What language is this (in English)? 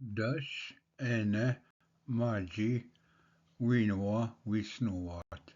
Ojibwa